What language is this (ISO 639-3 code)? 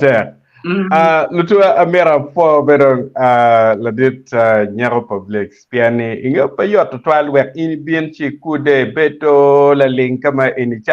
ach